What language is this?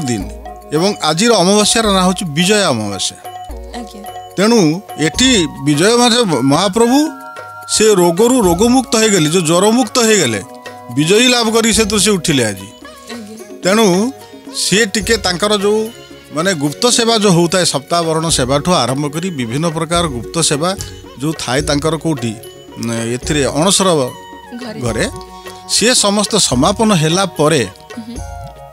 Odia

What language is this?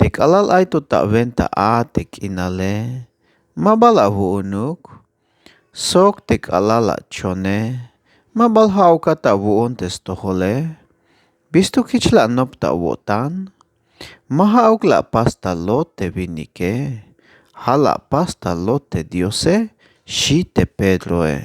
Tzeltal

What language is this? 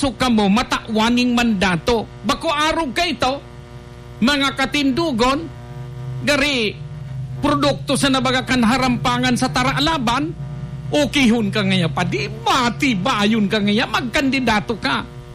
Bikol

